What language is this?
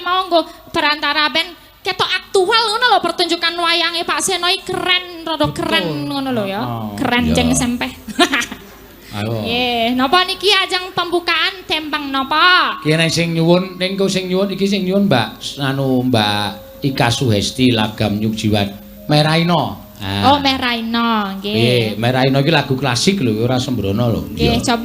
Javanese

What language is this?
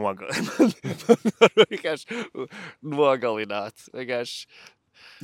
Latvian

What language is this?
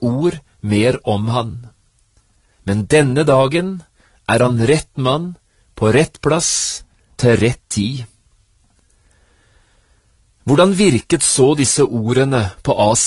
Norwegian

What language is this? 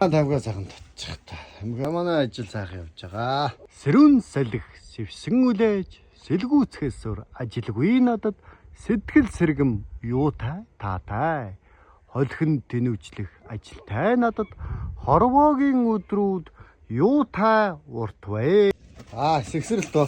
Mongolian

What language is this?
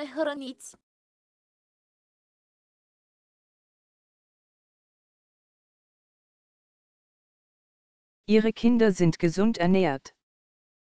Romanian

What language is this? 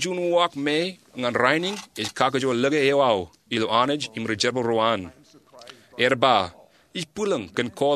Marshallese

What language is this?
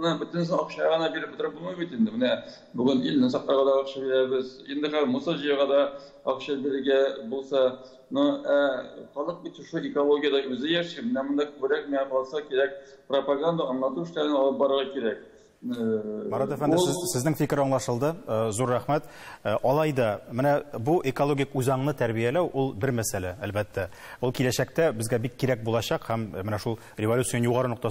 Tatar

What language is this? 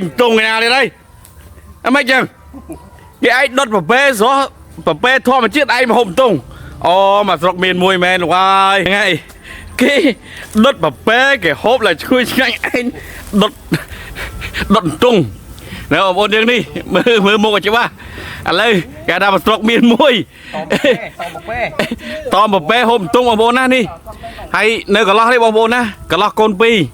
Khmer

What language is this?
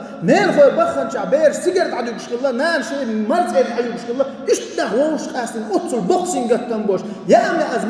Chechen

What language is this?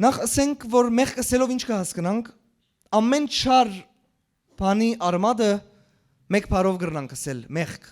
Western Armenian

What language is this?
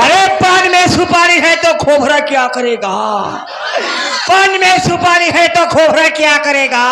Chhattisgarhi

